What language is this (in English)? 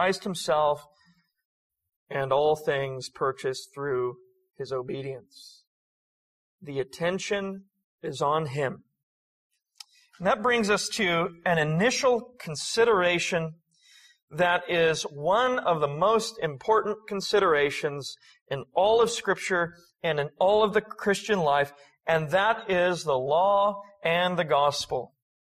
English